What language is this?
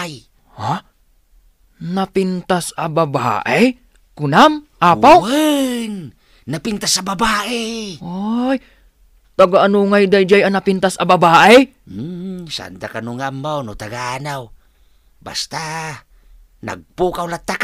Iloko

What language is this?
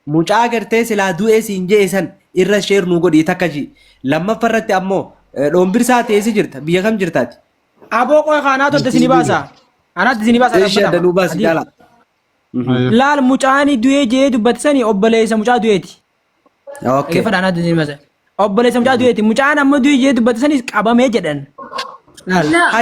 Oromo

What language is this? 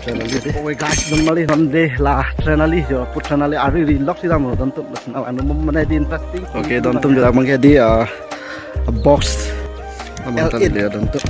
Karbi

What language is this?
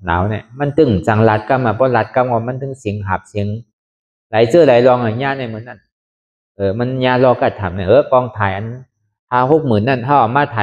Shan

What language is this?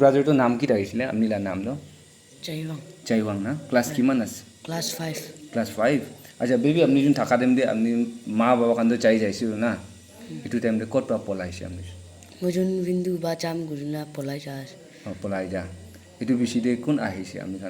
Naga Pidgin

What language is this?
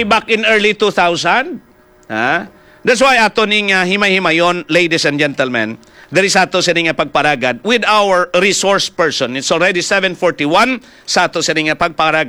Hiligaynon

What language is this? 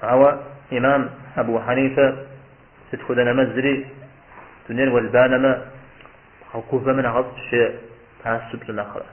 Kabardian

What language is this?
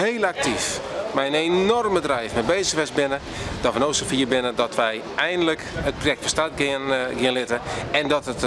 Western Frisian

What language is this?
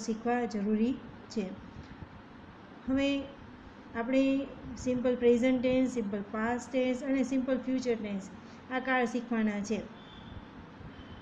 Gujarati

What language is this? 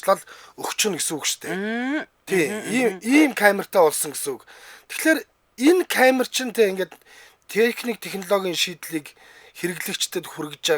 Mongolian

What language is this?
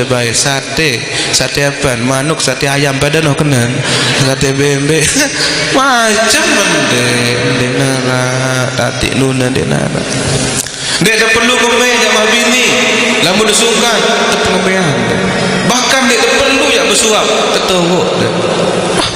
Sasak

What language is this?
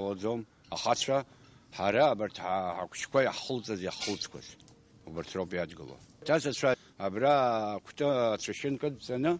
Abkhazian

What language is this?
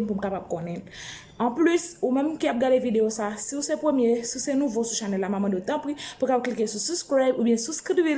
Haitian Creole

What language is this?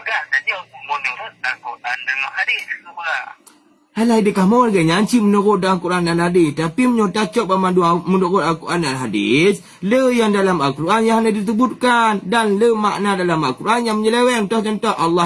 Achinese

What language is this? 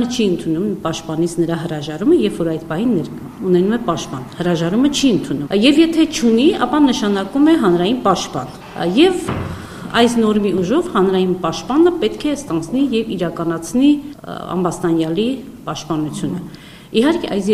Armenian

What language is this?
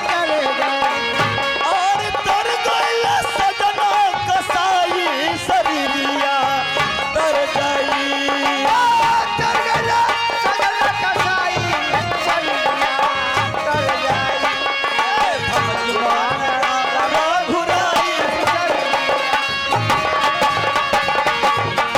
Bhojpuri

